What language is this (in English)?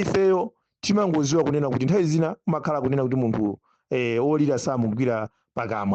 Nyanja